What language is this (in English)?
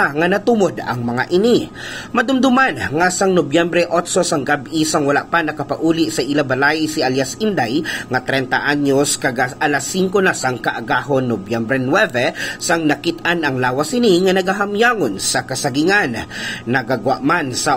Hiligaynon